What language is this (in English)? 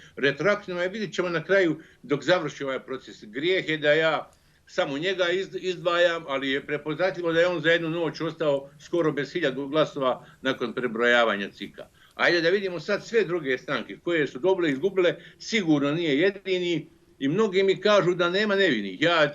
Bosnian